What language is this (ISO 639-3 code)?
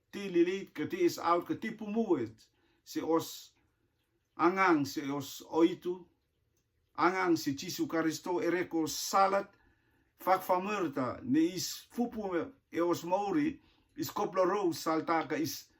rtm